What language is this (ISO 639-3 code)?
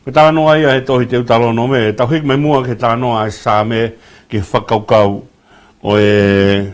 ton